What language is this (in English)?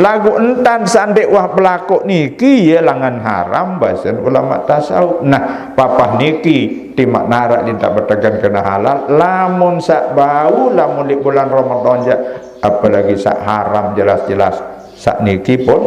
Sasak